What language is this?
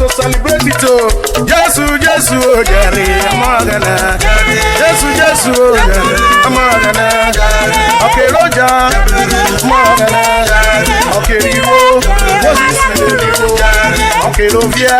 Urhobo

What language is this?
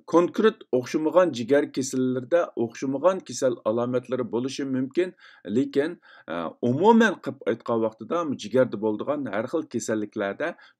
Uyghur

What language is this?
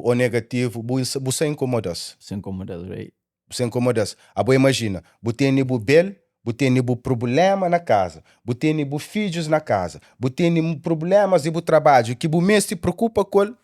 Kabuverdianu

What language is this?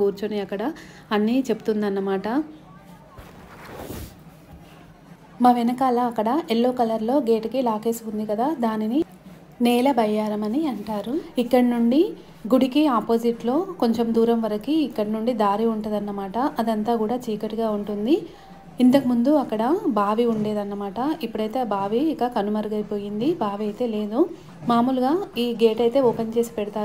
Telugu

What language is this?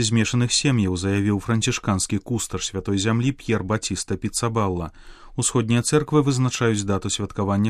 Belarusian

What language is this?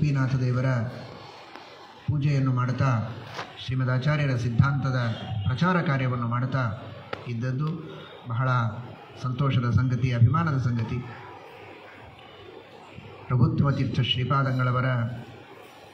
Kannada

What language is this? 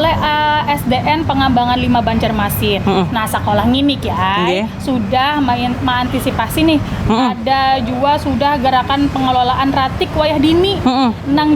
Banjar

